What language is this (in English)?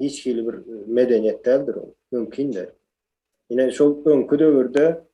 Turkmen